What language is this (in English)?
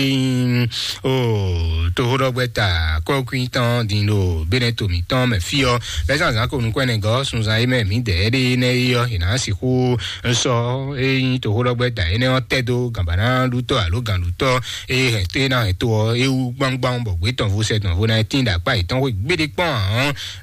Fon